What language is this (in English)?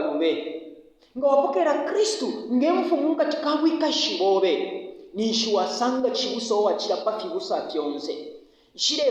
Bemba